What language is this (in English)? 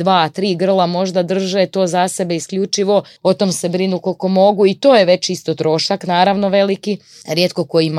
Croatian